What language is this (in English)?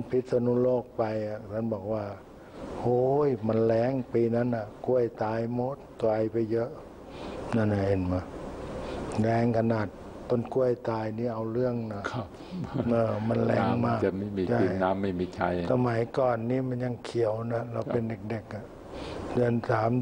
Thai